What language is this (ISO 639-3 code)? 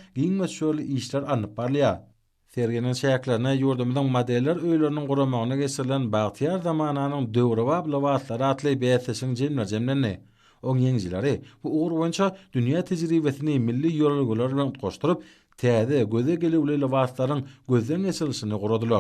tuk